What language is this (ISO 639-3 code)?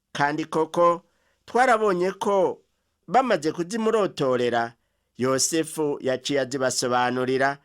run